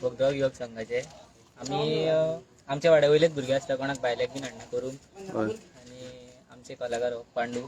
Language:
Konkani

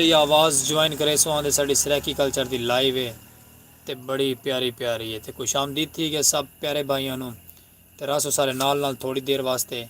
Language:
Saraiki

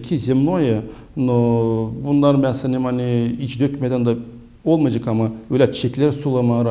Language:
Gagauz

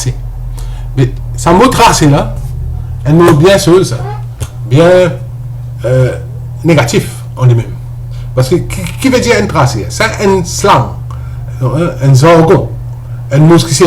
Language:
Morisyen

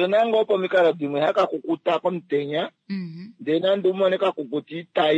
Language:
Kuanyama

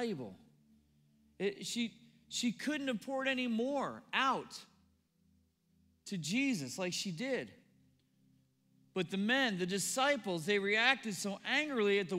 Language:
English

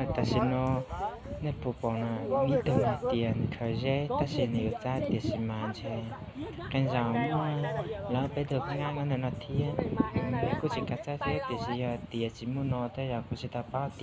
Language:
Hmong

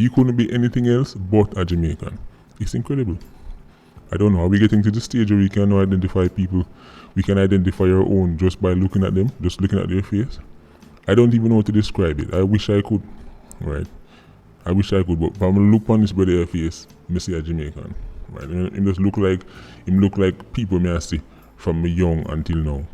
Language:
Jamaican Creole English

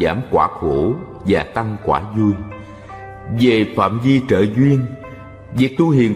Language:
Vietnamese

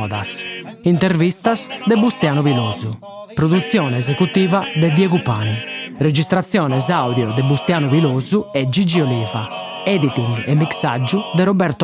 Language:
Sardinian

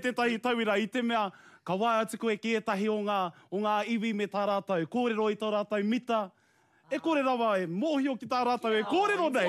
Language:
Māori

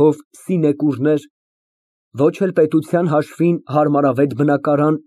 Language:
Armenian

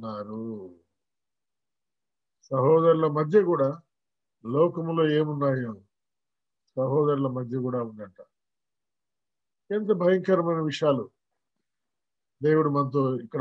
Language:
Telugu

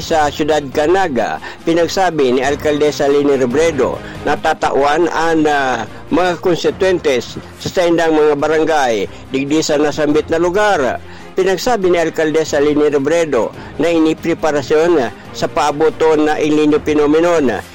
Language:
Bikol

